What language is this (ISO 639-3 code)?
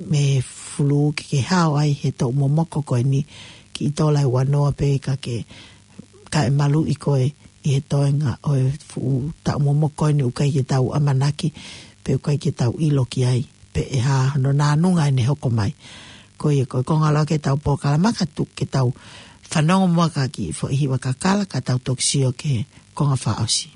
ton